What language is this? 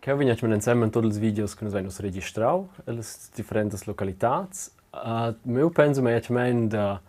Romansh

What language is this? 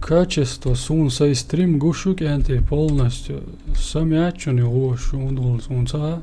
Chechen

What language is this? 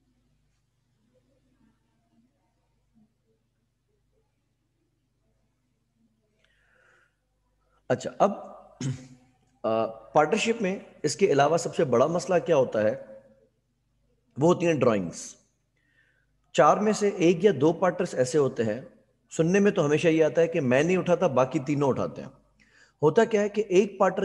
Hindi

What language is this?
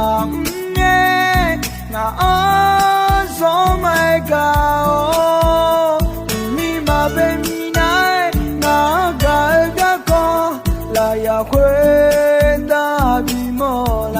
Akha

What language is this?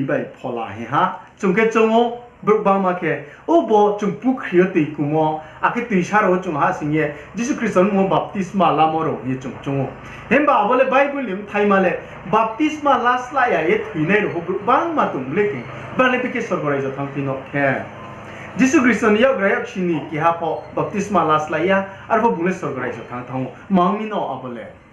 Riang (India)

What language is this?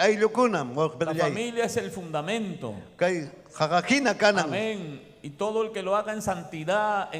Ayacucho Quechua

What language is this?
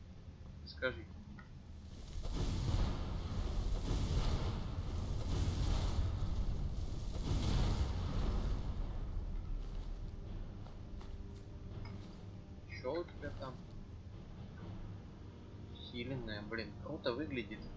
Russian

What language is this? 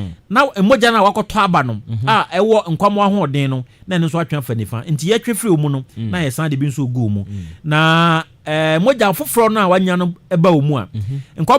Akan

